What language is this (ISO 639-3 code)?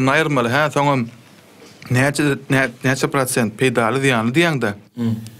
tuk